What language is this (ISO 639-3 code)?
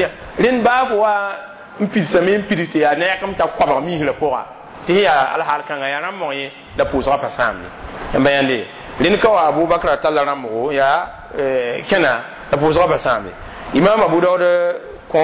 mos